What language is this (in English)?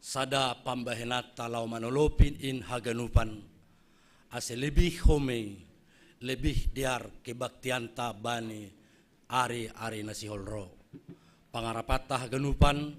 Batak Simalungun